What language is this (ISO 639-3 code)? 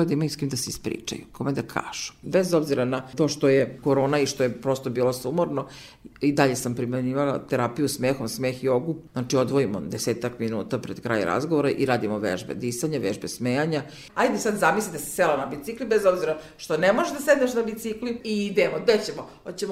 srp